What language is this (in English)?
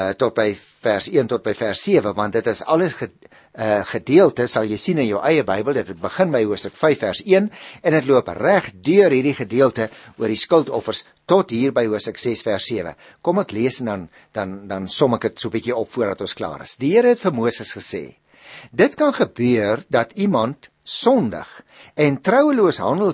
Afrikaans